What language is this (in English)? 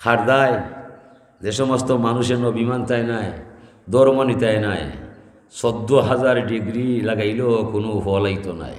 Sylheti